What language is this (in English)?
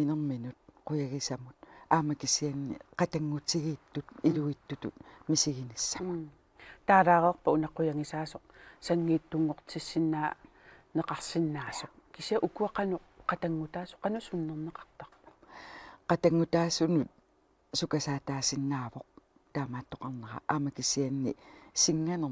Kalaallisut